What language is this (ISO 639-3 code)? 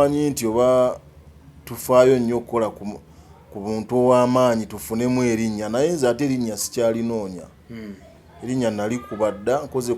lug